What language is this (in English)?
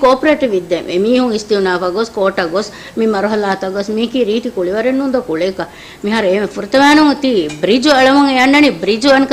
Divehi